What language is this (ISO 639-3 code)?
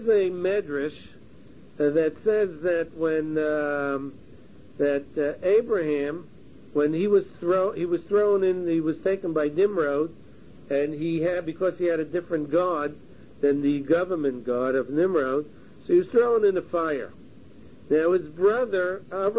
eng